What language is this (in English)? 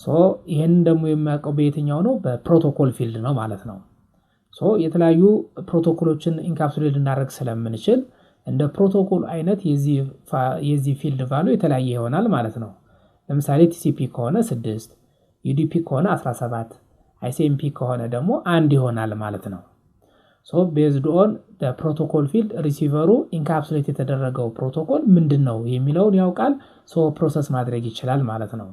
Amharic